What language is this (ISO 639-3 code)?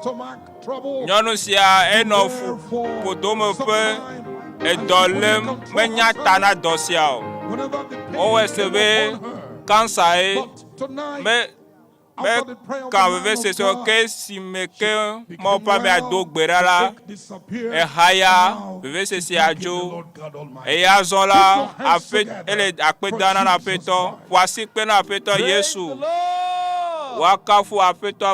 ewe